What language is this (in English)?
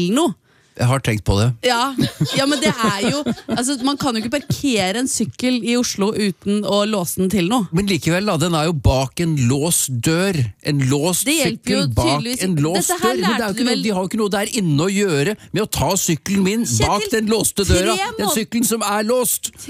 Norwegian